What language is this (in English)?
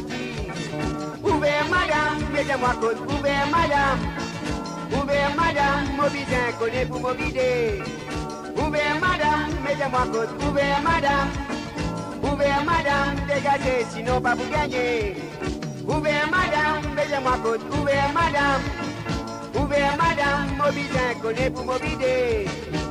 Morisyen